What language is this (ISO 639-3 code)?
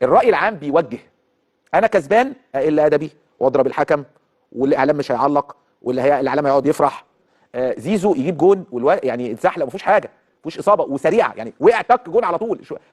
arz